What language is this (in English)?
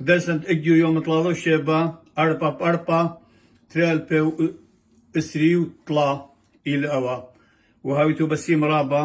Assyrian Neo-Aramaic